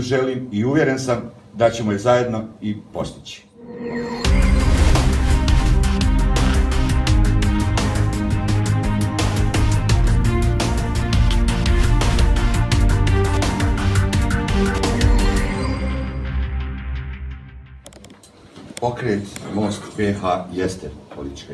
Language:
Bosnian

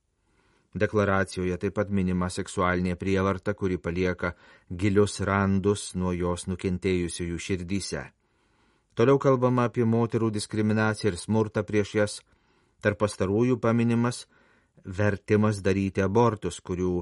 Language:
Lithuanian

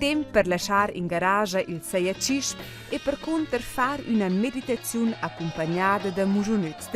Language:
Romansh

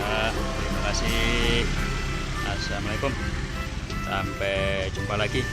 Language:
Betawi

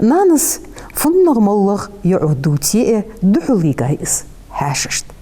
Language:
Ingush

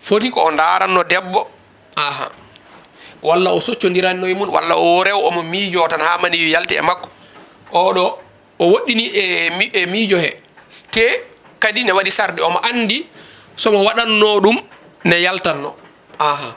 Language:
Fula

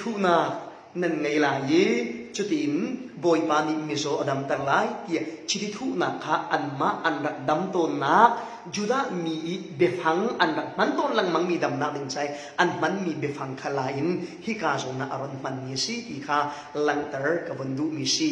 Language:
Falam Chin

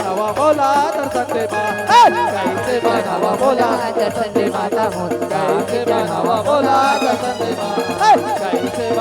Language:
Chhattisgarhi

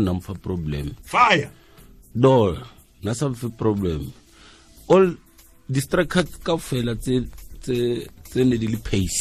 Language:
Tswana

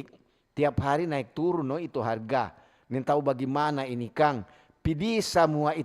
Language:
Manado Malay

